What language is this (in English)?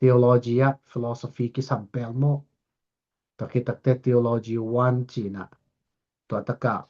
Tedim Chin